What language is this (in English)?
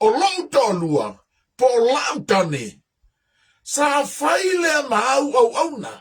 Samoan